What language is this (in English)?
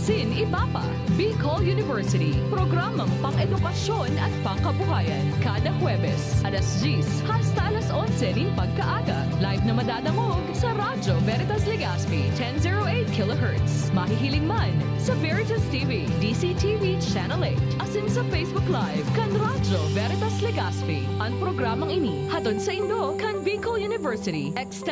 Bikol